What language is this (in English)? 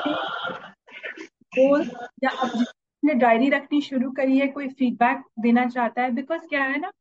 Hindi